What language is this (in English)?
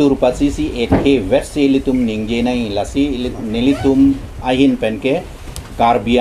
Karbi